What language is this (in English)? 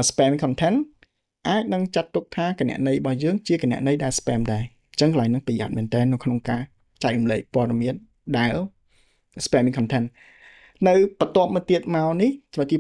Khmer